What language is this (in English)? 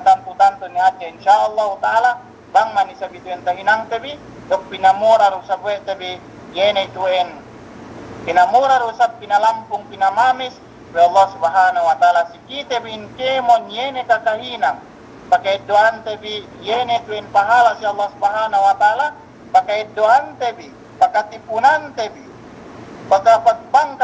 Yakan